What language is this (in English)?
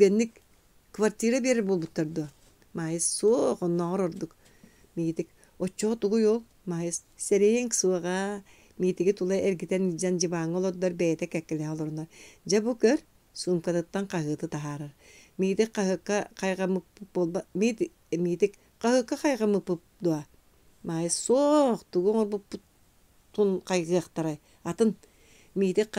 Yakut